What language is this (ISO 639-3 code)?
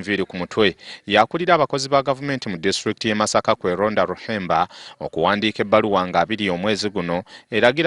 lug